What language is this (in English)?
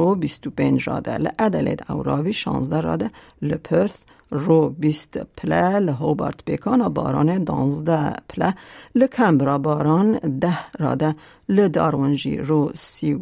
Kurdish